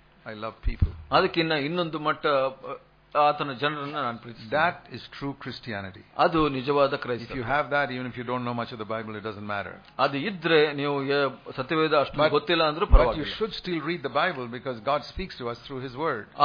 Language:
Kannada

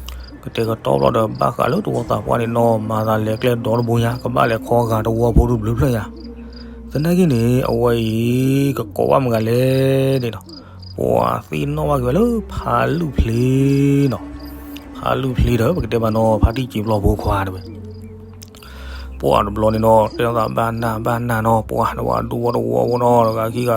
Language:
S'gaw Karen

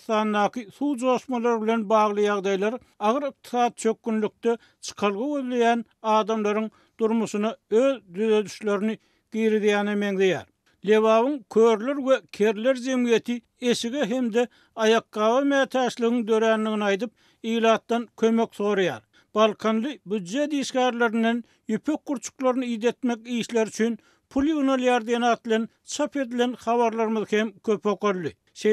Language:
Turkmen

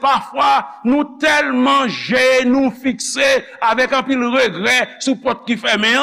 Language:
Haitian Creole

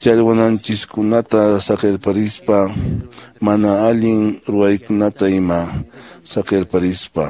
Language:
Quechua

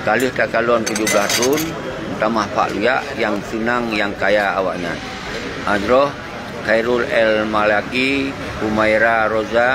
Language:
Achinese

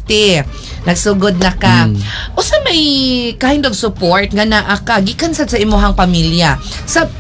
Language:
Cebuano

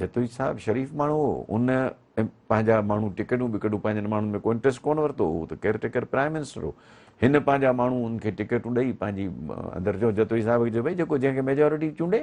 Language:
Sindhi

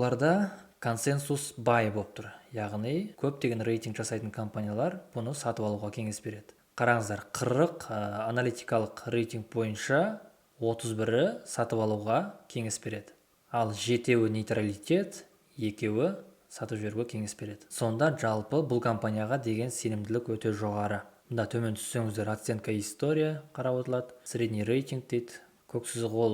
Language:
Kazakh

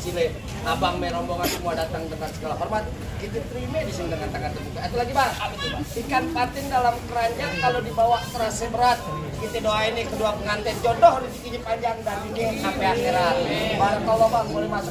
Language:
Betawi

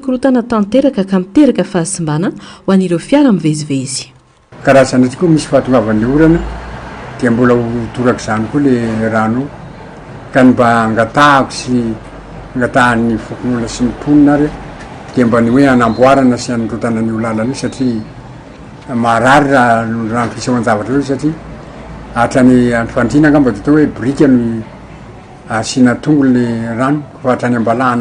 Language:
Malagasy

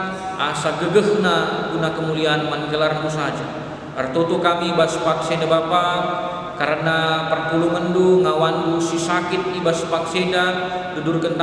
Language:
Batak Karo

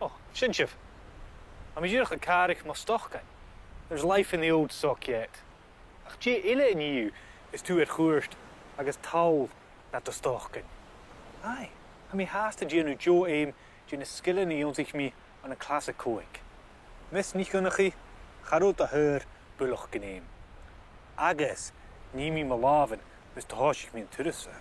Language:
Scottish Gaelic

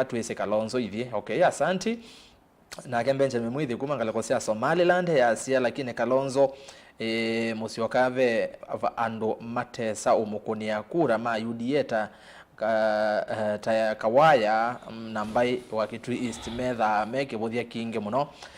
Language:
Kamba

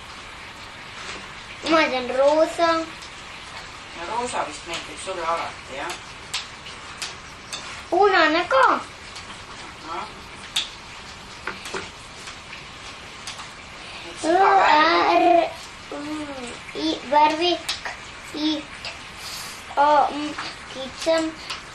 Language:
Estonian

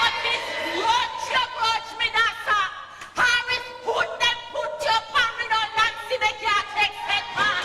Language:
Jamaican Creole English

